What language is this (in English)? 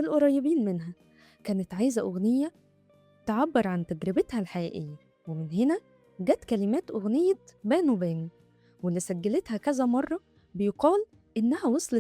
Egyptian Arabic